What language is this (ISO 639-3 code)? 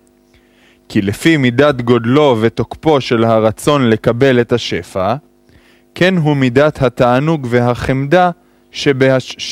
heb